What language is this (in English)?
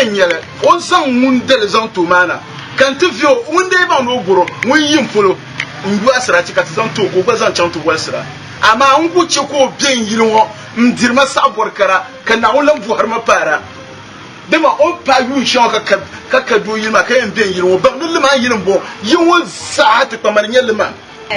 Dagbani